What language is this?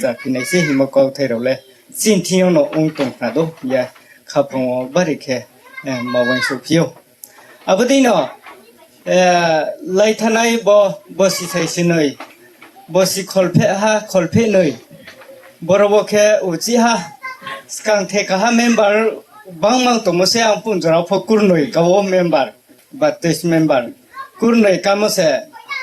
Riang (India)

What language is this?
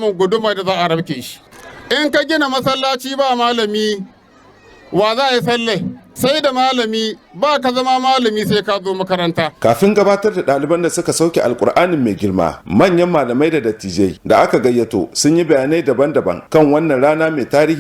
Hausa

